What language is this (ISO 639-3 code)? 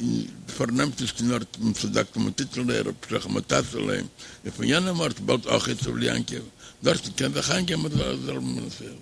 yid